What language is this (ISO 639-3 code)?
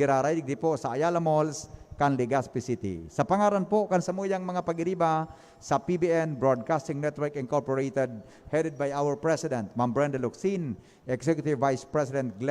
bik